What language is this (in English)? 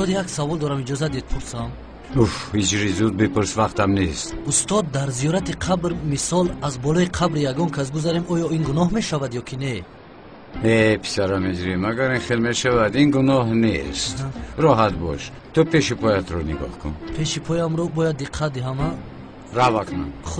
Tajik